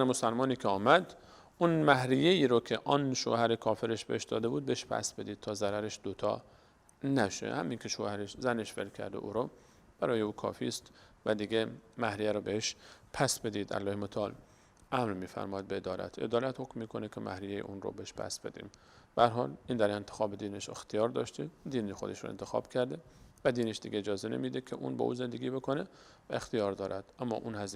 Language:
Persian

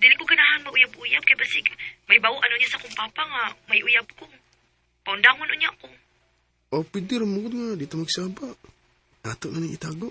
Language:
Cebuano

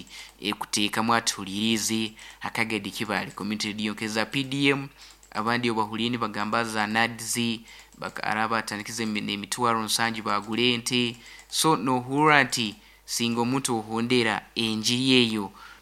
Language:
Nyoro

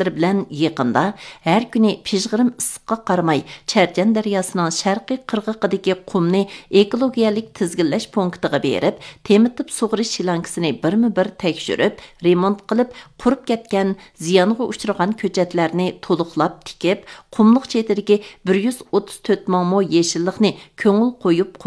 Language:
Uyghur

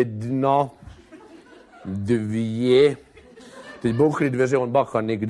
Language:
Czech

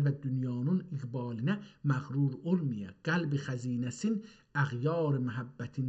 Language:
South Azerbaijani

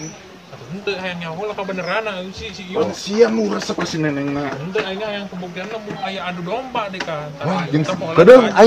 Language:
Sundanese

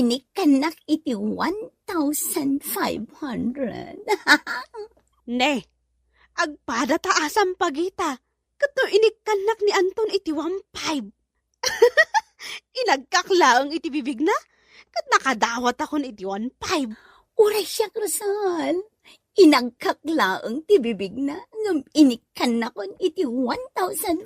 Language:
Iloko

